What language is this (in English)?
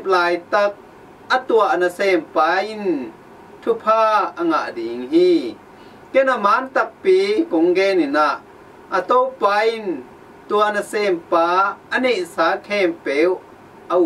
Tedim Chin